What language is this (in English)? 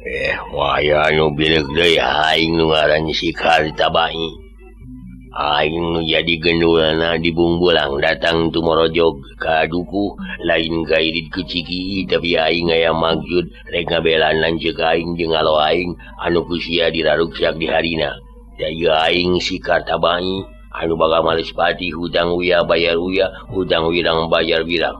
Sundanese